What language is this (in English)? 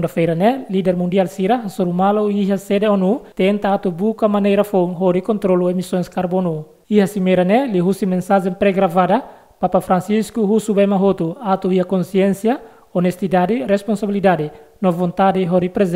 Tetum